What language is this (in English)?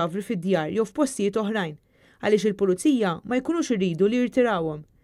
Maltese